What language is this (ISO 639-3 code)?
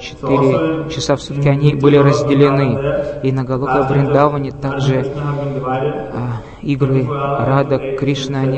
rus